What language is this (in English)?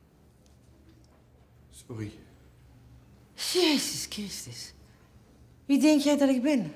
Dutch